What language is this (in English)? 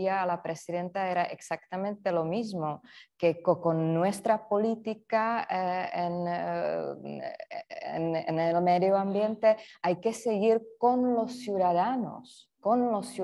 Spanish